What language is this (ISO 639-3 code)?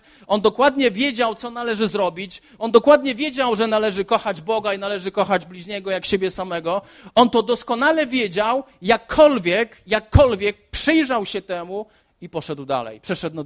pol